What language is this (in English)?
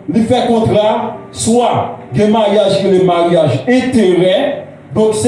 Haitian Creole